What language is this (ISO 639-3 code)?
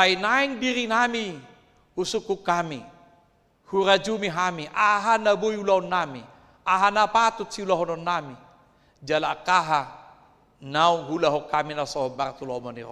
bbc